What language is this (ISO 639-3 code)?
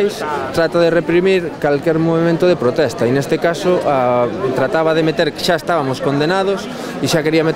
glg